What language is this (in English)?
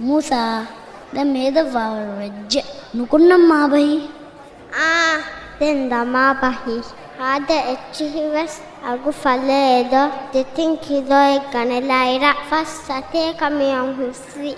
Divehi